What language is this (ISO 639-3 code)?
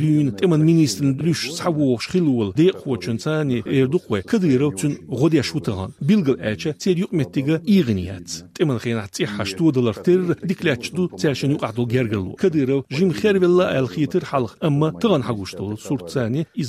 che